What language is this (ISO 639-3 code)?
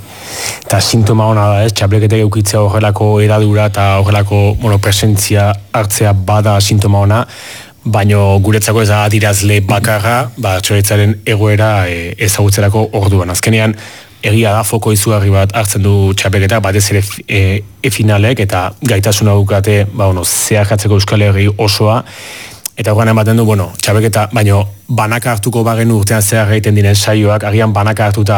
eus